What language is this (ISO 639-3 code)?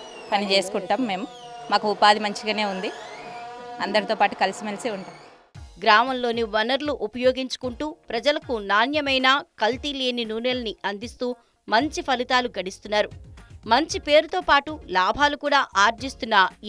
tel